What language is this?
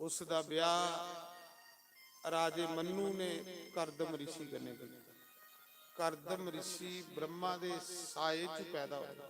Dogri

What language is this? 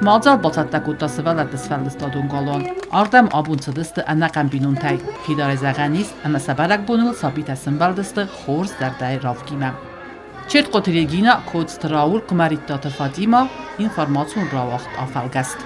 Ossetic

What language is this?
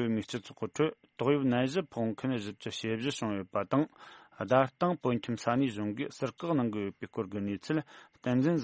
Tibetan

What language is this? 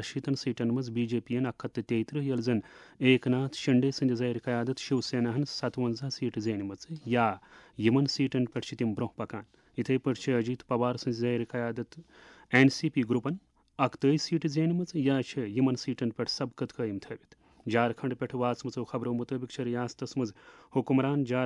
Kashmiri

